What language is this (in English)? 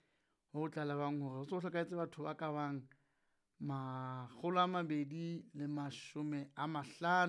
Southern Sotho